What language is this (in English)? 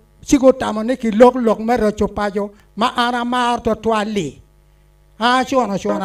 Acoli